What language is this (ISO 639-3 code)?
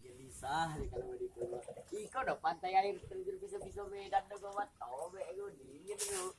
min